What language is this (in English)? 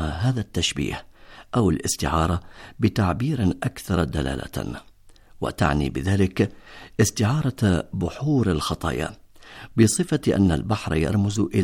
Arabic